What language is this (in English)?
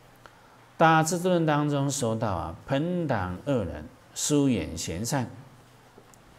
Chinese